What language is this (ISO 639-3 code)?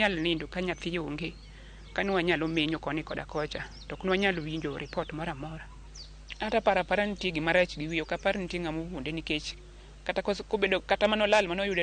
luo